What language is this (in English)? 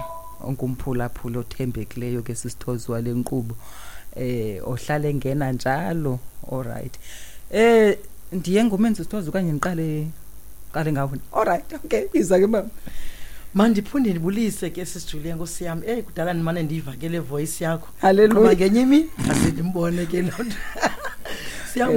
Xhosa